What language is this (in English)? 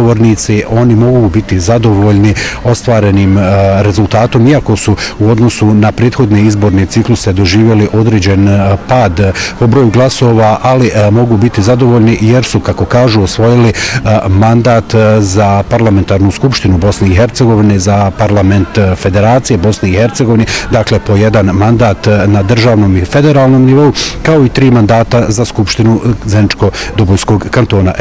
Bosnian